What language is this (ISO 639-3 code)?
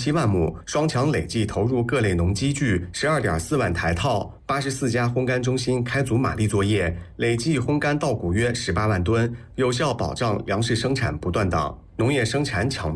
zho